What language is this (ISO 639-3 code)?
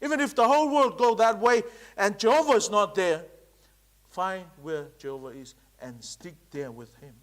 smo